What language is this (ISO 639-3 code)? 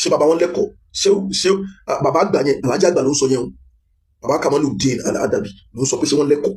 yor